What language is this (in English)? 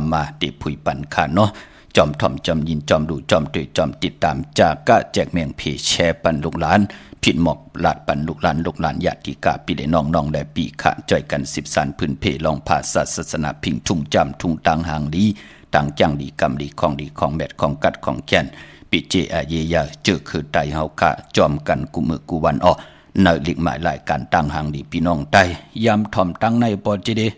Shan